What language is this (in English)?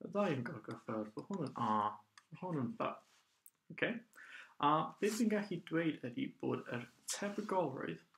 Welsh